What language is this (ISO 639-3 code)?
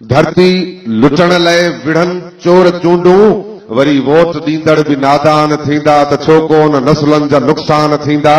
snd